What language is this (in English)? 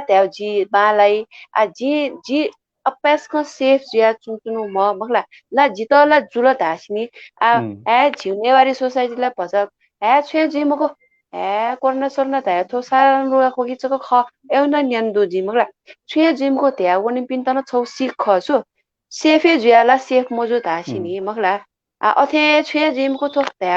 Newari